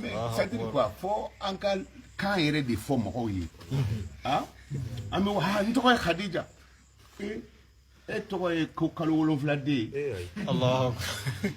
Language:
Bambara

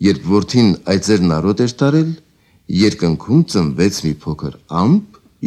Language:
Armenian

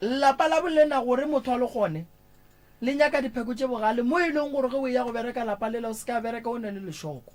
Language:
Northern Sotho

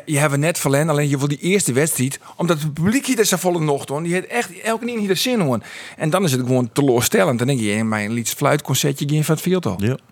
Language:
Western Frisian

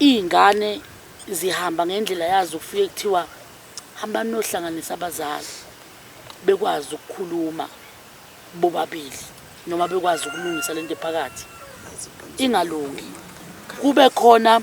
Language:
Zulu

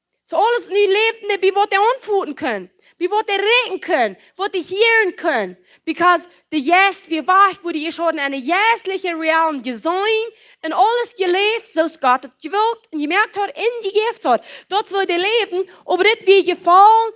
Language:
Plautdietsch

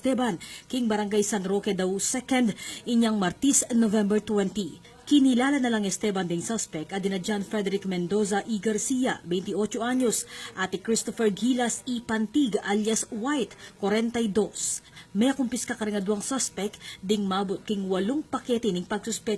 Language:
Pampanga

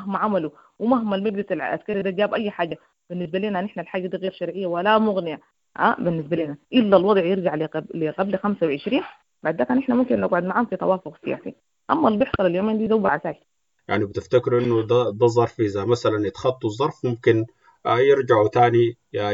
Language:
Sudanese Arabic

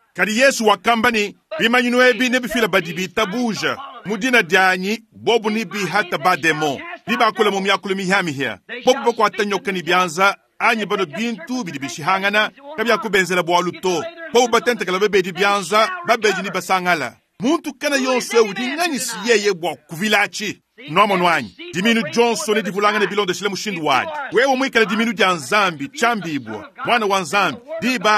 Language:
Luba-Lulua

